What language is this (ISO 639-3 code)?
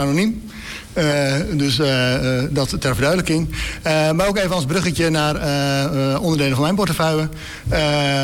nld